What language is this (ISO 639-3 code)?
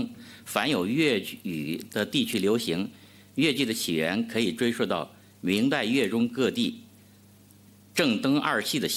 zho